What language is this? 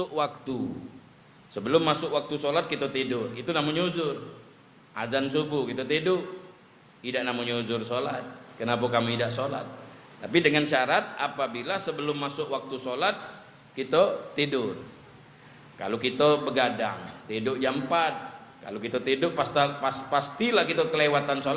Musi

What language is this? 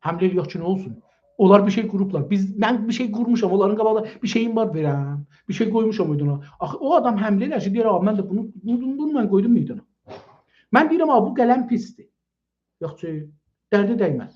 South Azerbaijani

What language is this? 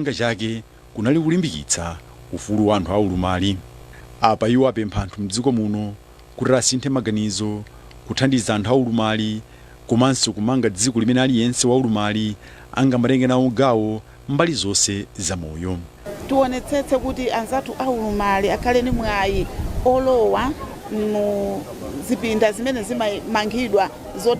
Nyanja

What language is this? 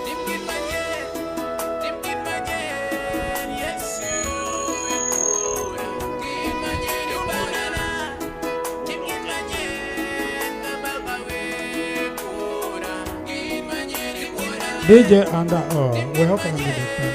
Acoli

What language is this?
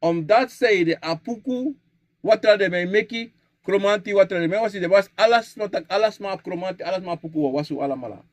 Sranan Tongo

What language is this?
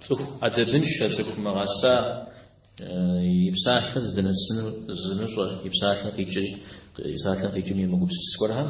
Kabardian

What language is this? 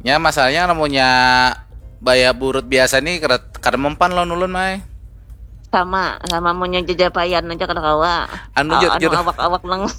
Banjar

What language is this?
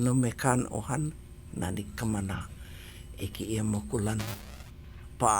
Hawaiian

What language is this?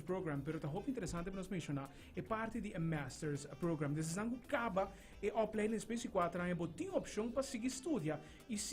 Papiamento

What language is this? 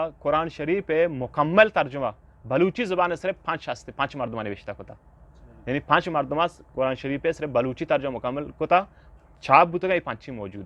Eastern Balochi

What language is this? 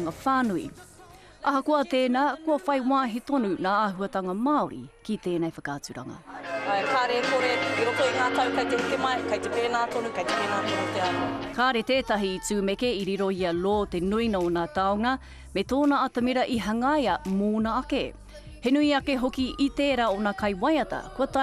Māori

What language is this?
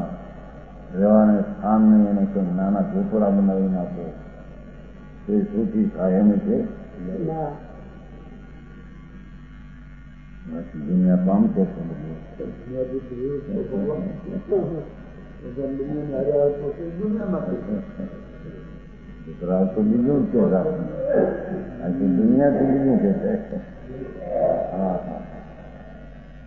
Gujarati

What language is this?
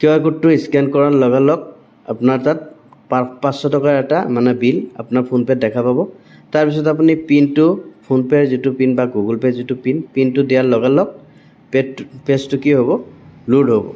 Assamese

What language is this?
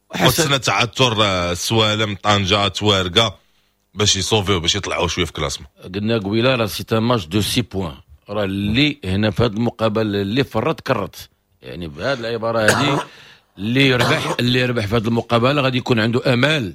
Moroccan Arabic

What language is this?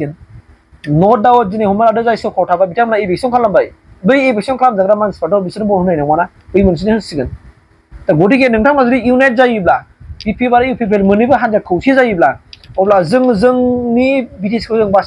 Bodo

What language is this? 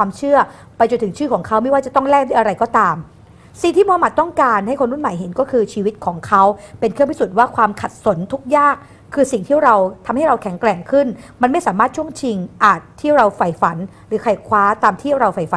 Thai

